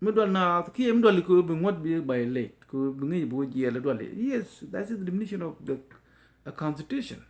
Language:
Nuer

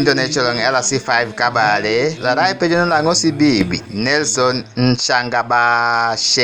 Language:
Teso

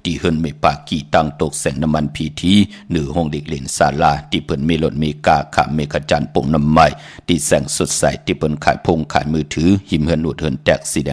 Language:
Shan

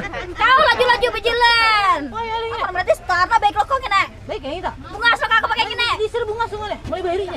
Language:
Banjar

